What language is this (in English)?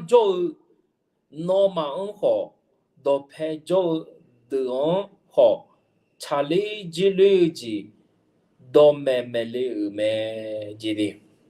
Akha